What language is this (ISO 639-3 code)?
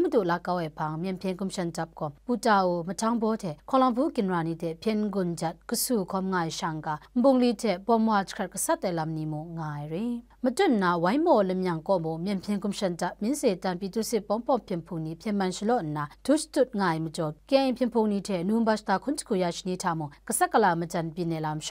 kac